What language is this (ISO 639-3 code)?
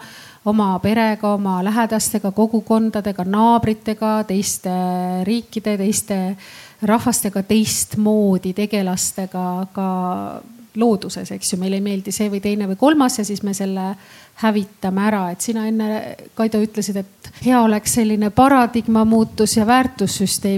est